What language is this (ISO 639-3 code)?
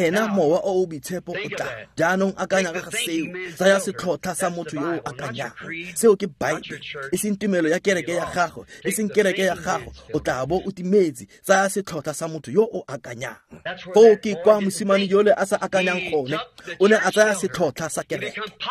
tsn